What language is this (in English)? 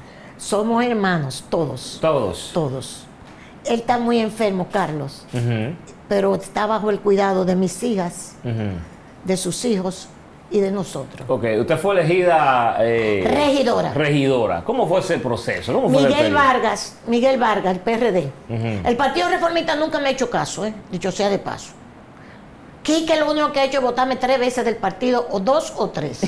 Spanish